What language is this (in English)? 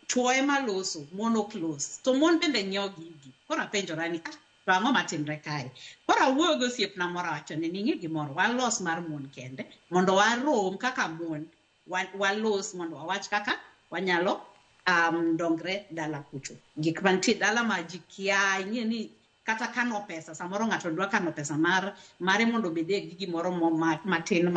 Luo (Kenya and Tanzania)